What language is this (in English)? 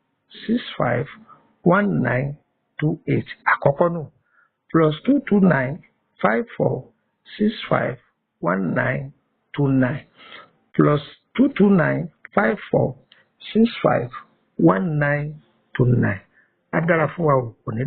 Yoruba